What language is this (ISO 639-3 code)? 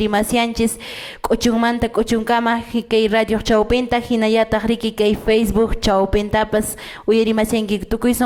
que